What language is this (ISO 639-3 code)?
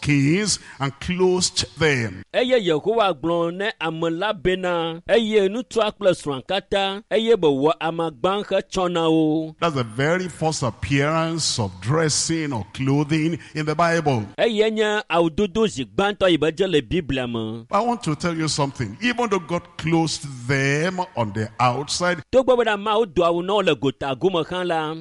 ewe